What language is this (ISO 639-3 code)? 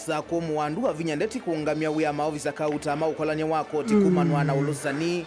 kam